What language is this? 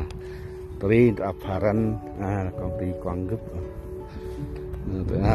Central Mnong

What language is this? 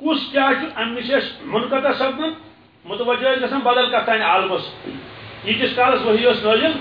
Kashmiri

